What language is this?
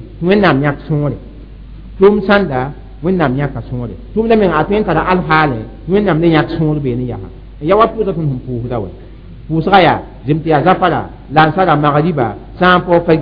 Mossi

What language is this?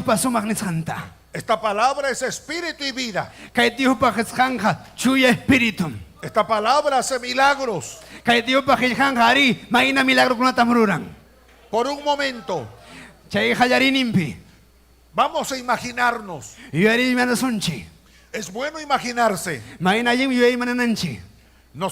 Ayacucho Quechua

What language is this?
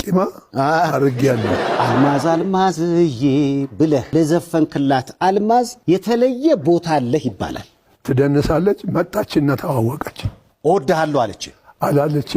Amharic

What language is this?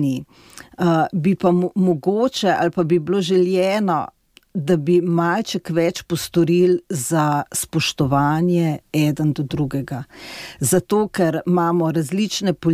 Slovenian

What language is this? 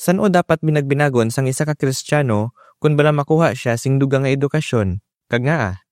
Hiligaynon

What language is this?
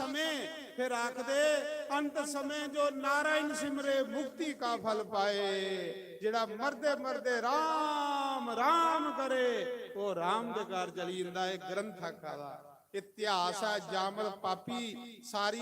Dogri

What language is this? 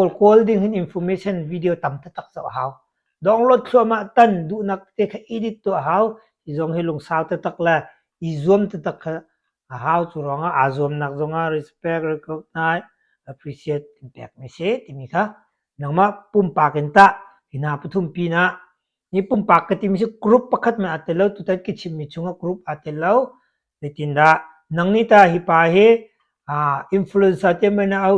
Hakha Chin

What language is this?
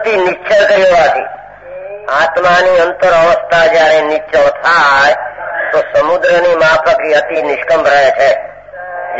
Gujarati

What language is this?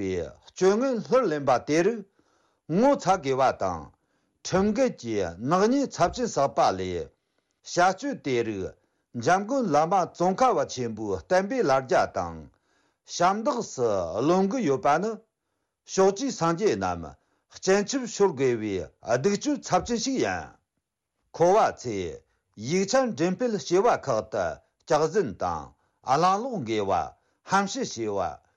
Tibetan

